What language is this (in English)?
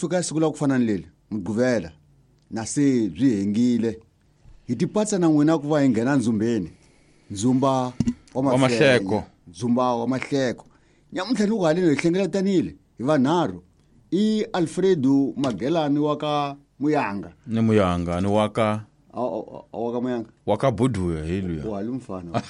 Tsonga